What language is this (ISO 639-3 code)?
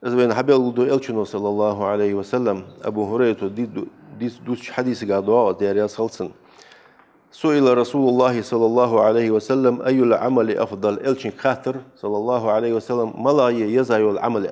inh